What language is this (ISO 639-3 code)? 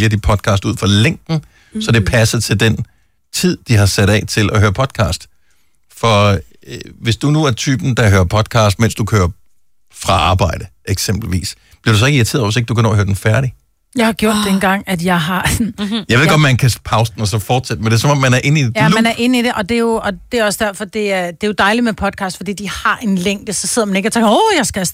dan